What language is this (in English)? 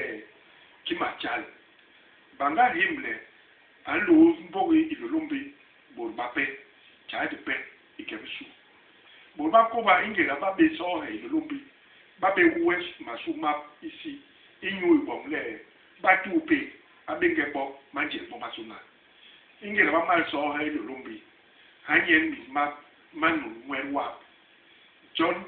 Basaa